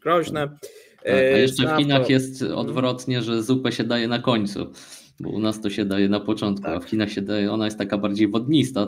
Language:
Polish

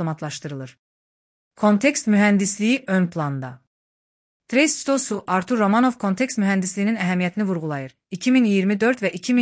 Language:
Azerbaijani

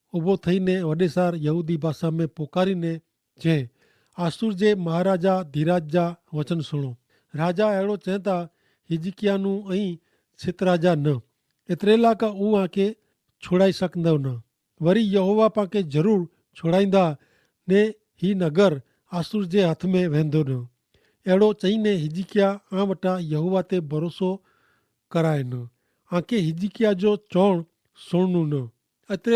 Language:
Kachhi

